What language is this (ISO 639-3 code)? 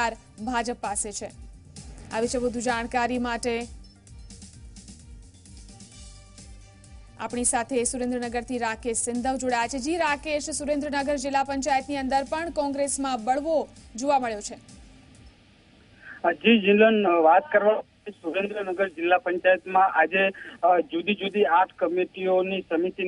guj